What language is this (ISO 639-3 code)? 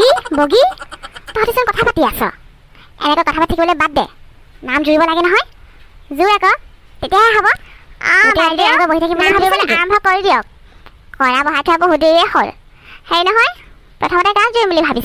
asm